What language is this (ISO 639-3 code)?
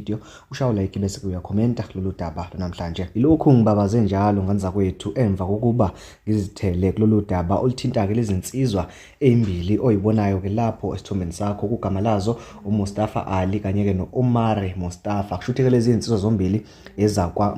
zul